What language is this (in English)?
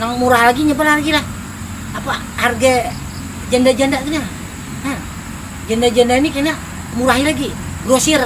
Banjar